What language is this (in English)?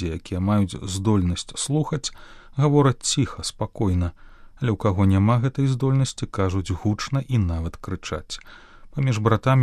Belarusian